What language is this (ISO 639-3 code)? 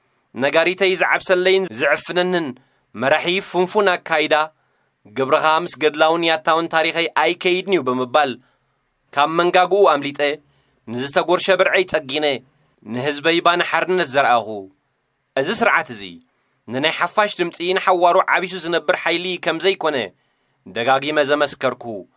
tir